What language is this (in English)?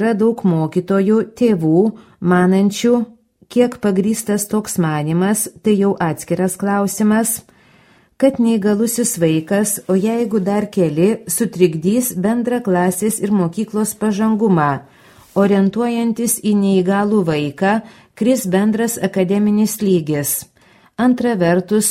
Lithuanian